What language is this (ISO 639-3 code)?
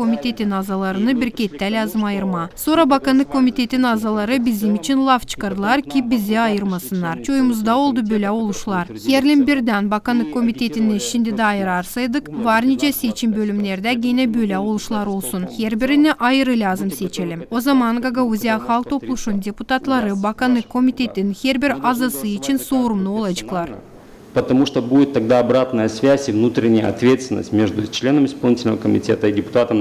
gag